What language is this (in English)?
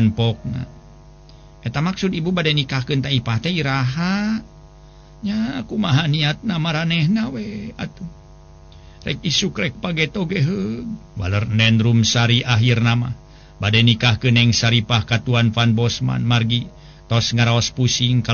Sundanese